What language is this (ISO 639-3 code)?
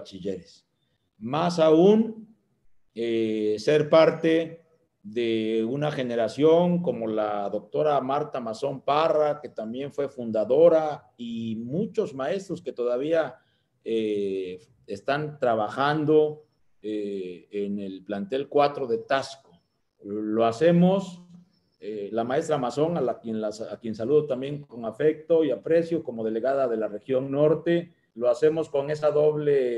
spa